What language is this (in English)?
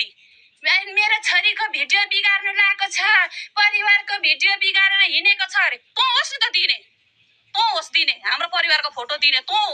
Nepali